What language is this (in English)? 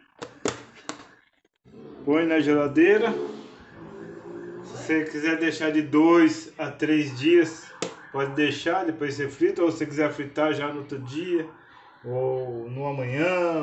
Portuguese